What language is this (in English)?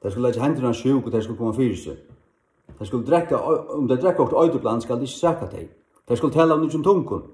Faroese